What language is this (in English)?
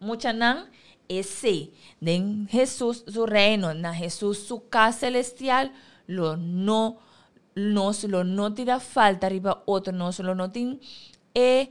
Papiamento